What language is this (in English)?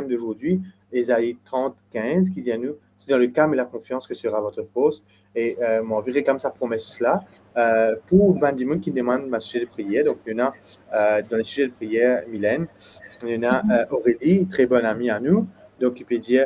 Morisyen